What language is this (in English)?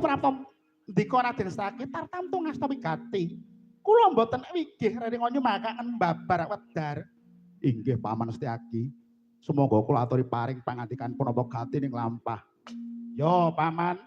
Javanese